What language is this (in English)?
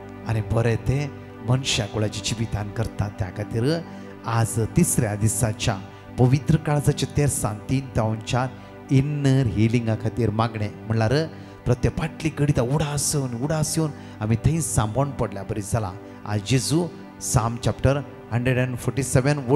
Konkani